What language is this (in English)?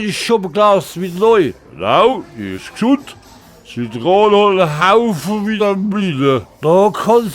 Palatine German